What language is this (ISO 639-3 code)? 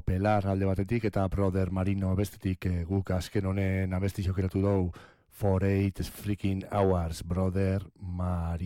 eus